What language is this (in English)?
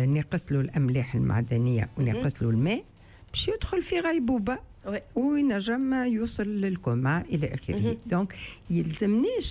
Tunisian Arabic